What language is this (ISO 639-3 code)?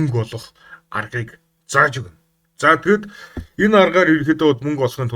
mon